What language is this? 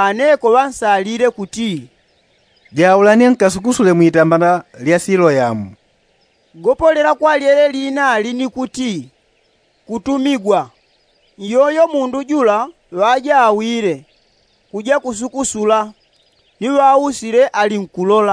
Yao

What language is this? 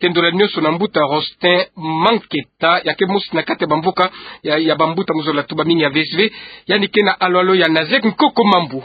Kituba (Democratic Republic of Congo)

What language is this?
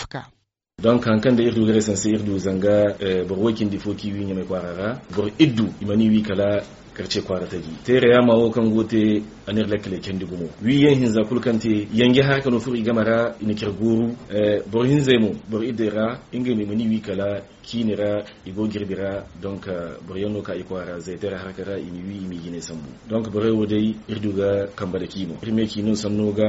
Zarma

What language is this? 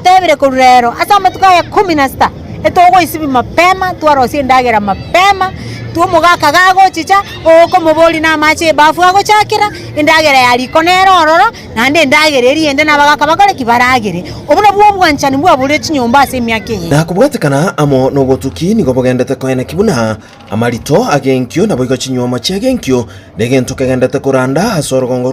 Gusii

